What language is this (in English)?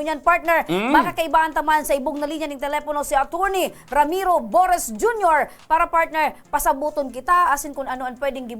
Bikol